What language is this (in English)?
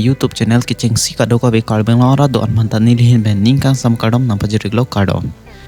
Karbi